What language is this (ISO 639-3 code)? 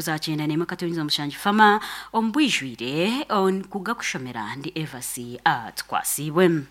nyn